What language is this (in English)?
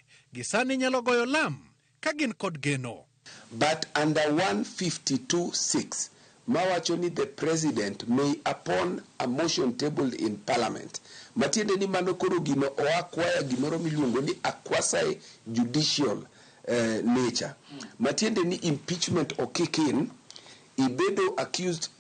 Luo (Kenya and Tanzania)